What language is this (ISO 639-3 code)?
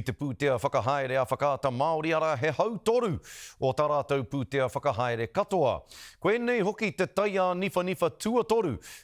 mri